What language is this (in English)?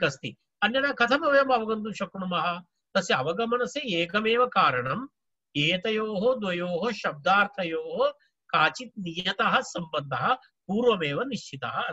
Sanskrit